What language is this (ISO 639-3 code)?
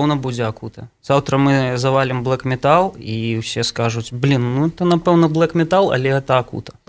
bel